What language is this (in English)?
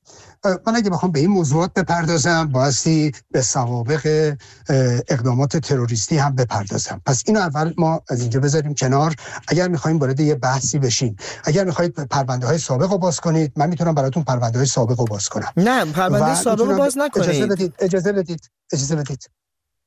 Persian